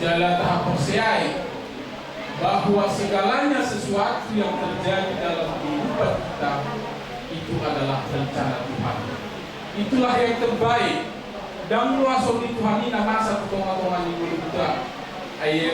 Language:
Batak Toba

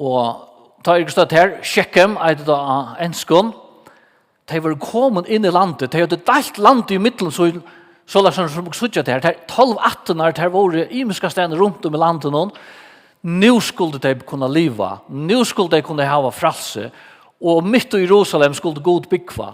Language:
Faroese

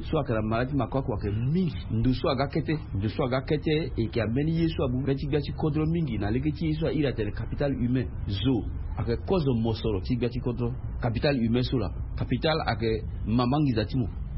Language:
Sango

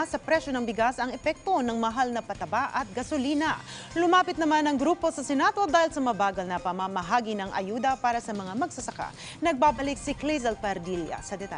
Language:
Filipino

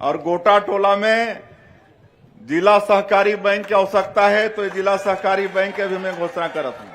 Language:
Chhattisgarhi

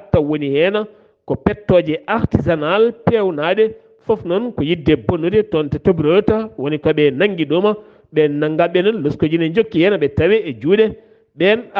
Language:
Fula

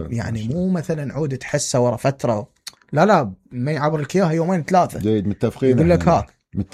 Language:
Mesopotamian Arabic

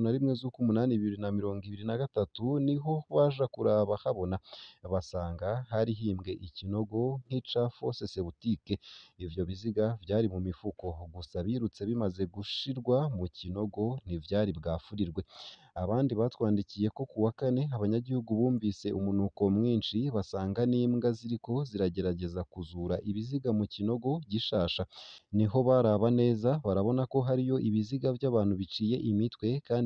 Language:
Rundi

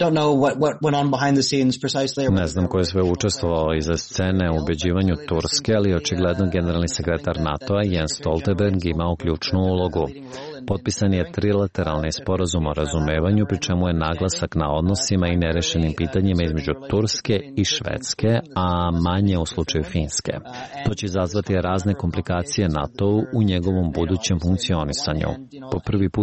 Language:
Serbian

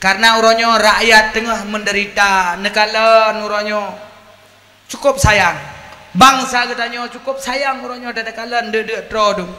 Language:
Achinese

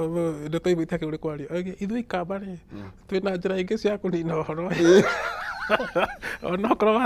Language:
Kikuyu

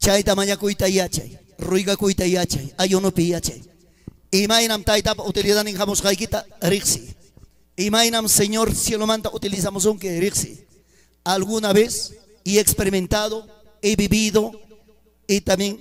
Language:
Ayacucho Quechua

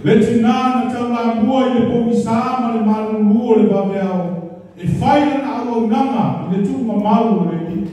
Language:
Samoan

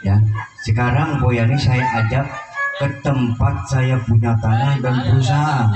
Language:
Betawi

